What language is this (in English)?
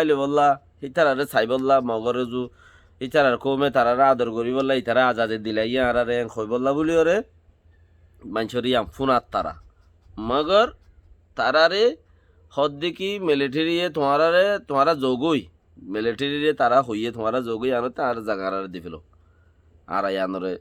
Rohingya